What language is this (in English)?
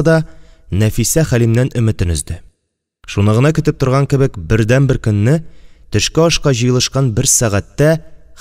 Tatar